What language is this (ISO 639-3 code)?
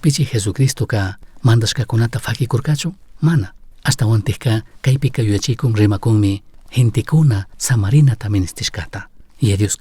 qug